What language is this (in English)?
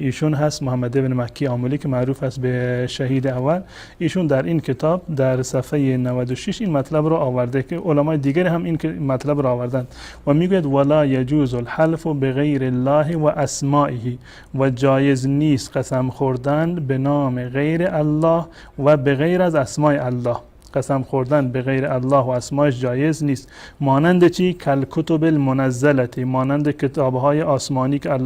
Persian